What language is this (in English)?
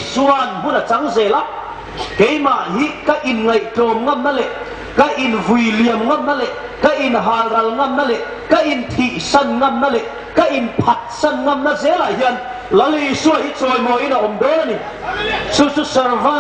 Hmar